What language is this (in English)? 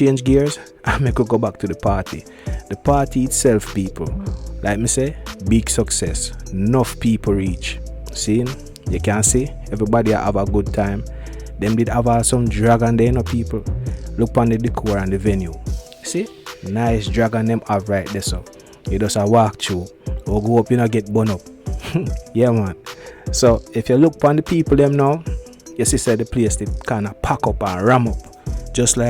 Jamaican Creole English